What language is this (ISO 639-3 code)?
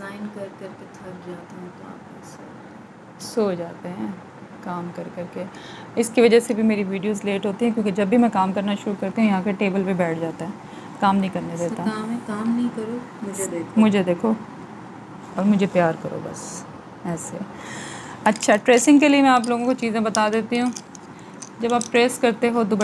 hin